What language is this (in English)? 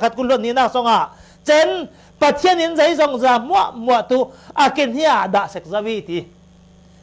Falam Chin